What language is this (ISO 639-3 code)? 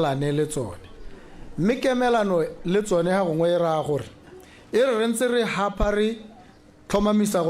tsn